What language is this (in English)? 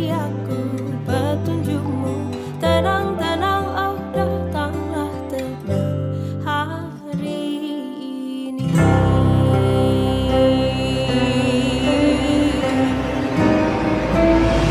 Indonesian